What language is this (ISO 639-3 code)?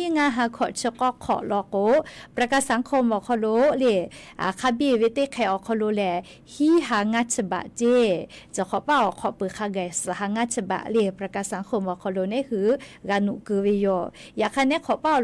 lhu